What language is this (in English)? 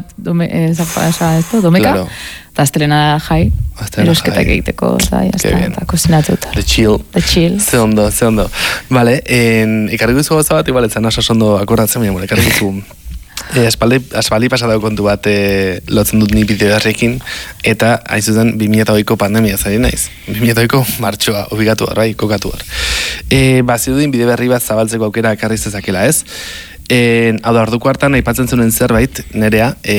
Basque